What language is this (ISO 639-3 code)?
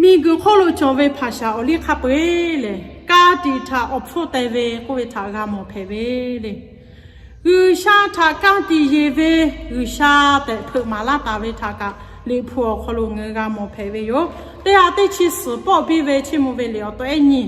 lhu